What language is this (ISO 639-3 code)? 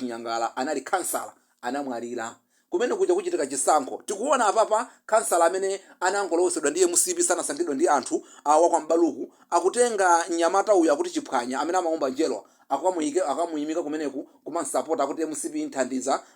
nya